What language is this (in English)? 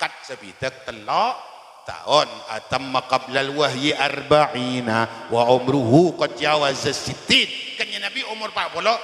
Madurese